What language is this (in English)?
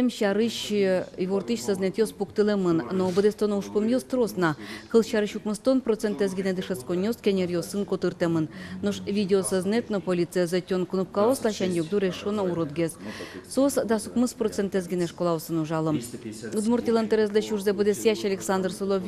Udmurt